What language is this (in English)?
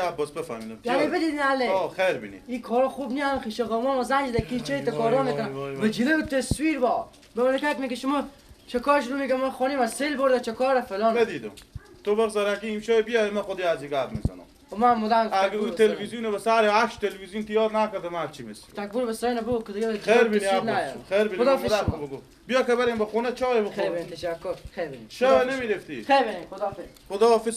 Persian